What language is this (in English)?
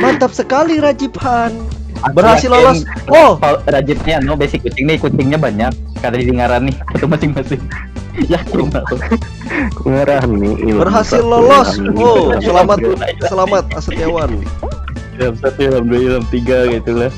Banjar